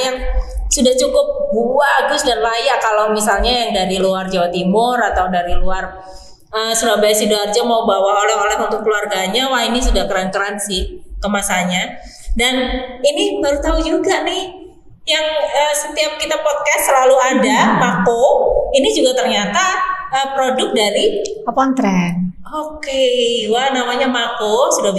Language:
Indonesian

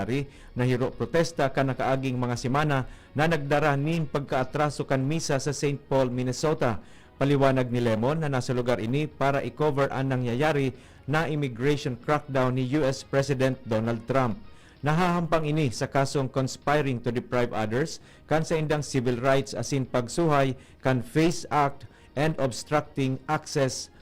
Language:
Bikol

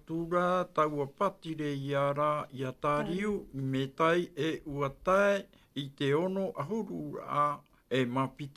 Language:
Tahitian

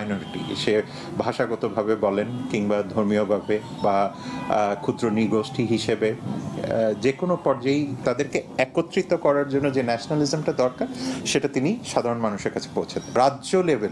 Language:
Bangla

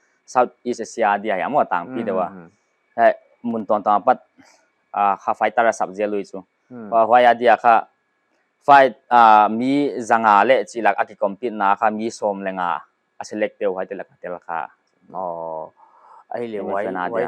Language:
Paite Chin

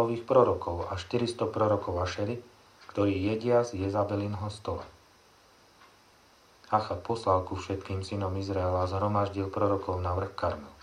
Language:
Slovak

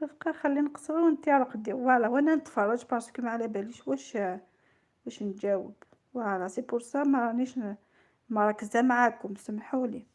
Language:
Algerian Arabic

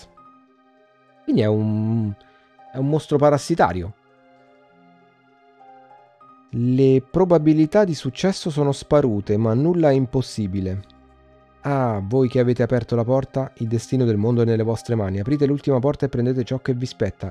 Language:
Italian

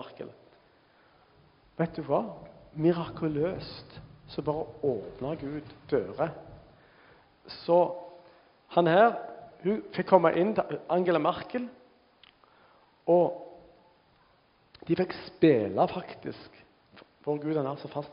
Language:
Norwegian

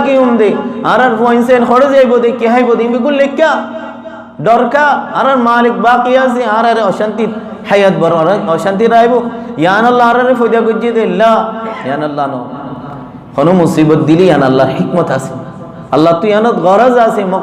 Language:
Rohingya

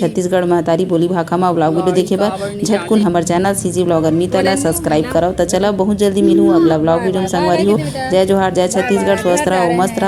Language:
Chhattisgarhi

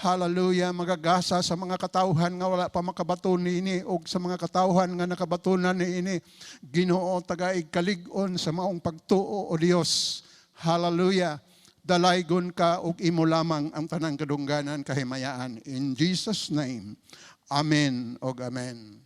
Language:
Cebuano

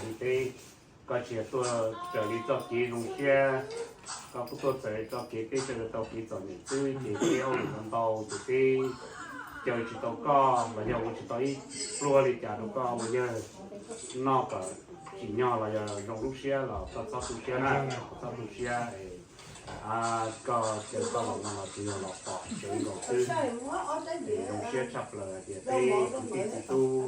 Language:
Hmong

